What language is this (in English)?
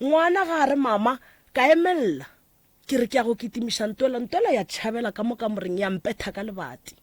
Northern Sotho